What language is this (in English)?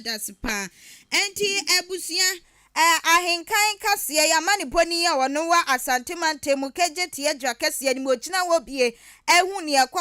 Akan